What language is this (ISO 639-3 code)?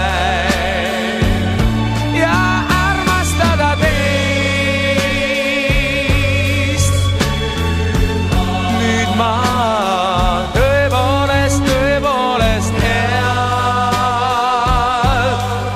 est